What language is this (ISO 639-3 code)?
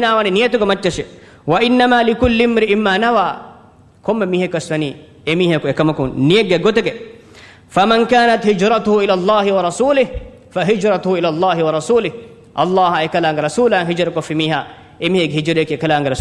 div